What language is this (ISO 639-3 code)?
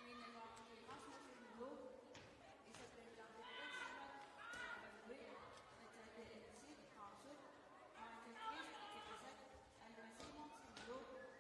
kal